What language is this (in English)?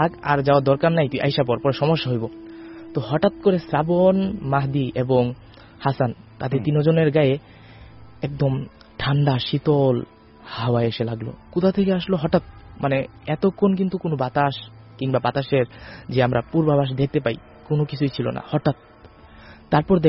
Bangla